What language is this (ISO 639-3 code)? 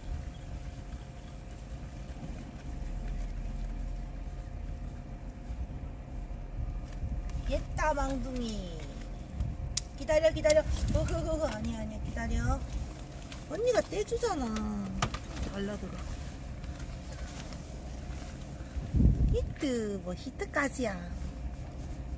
kor